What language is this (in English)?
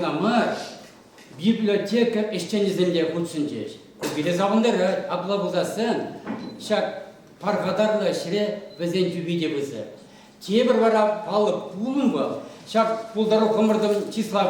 Chuvash